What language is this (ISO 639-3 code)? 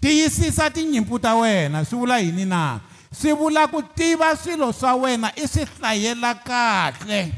tso